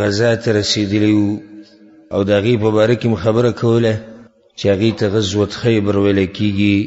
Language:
Pashto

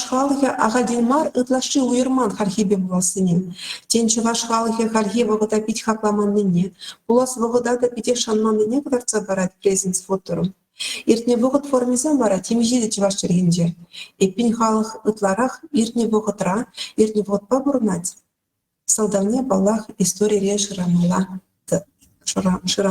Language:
Chuvash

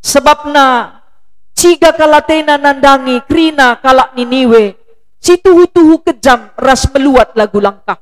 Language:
Batak Karo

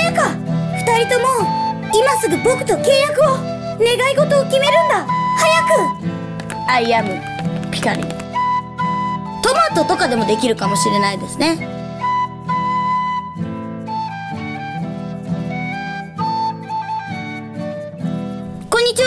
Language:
Japanese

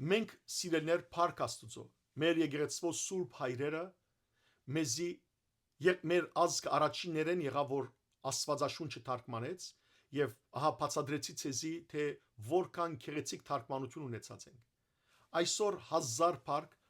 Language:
Western Armenian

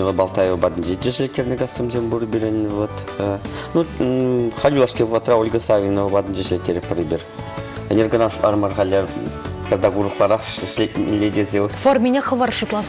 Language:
Chuvash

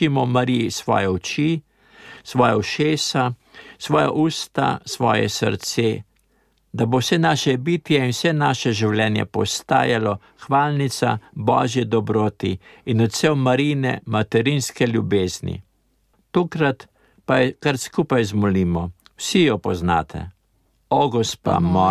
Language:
Slovenian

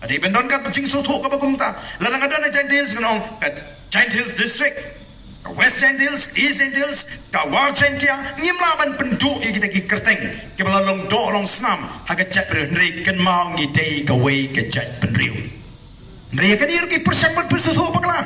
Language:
Khasi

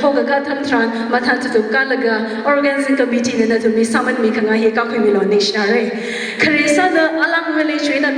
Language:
Tangkhul Naga (India)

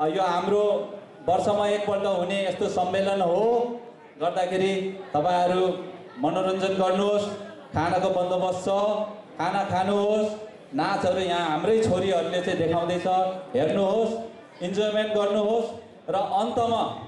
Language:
Nepali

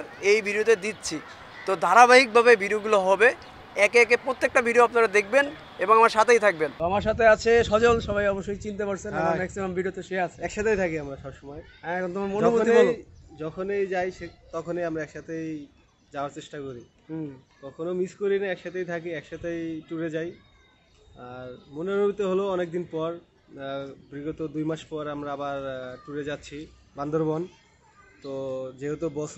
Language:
Bangla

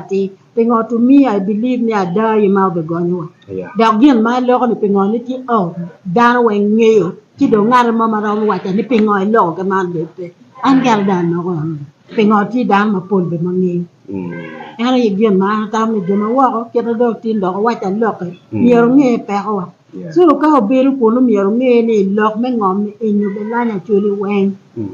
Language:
Acoli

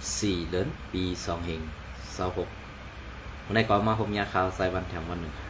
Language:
Shan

